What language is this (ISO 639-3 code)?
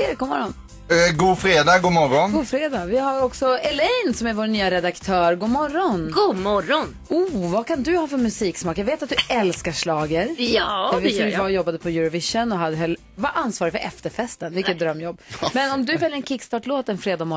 swe